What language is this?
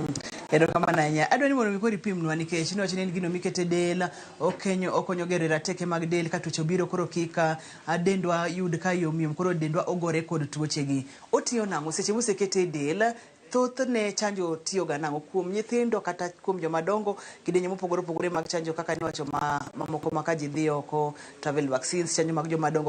Luo (Kenya and Tanzania)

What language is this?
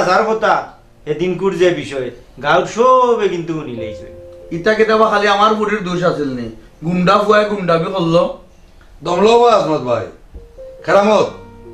Sylheti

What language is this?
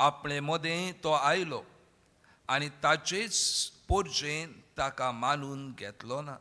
Konkani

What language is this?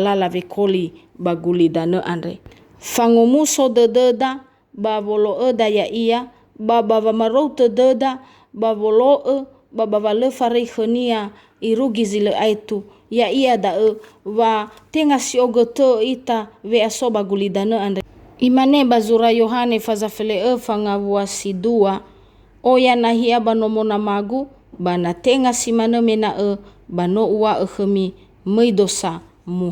Nias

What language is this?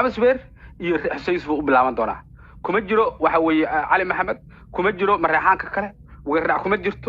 Somali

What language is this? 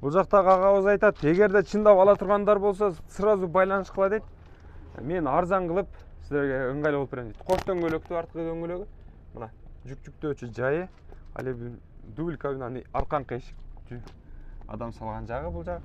Kyrgyz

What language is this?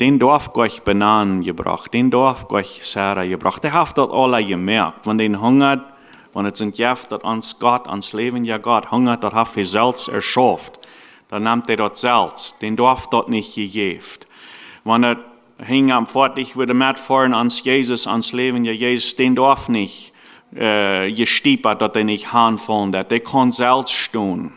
Plautdietsch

